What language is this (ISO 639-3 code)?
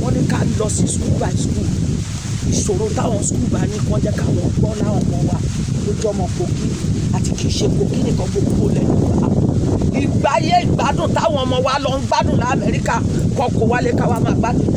yor